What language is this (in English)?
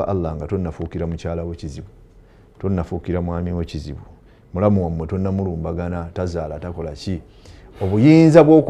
Ganda